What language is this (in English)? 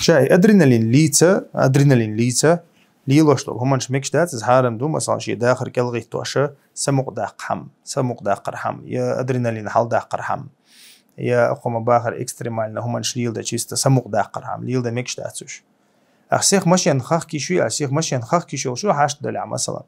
Chechen